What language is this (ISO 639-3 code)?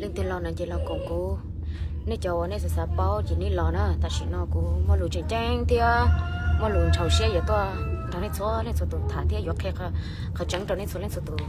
hmn